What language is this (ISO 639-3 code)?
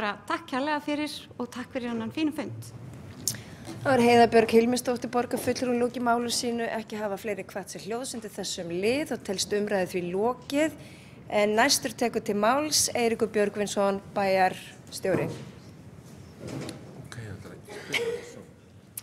isl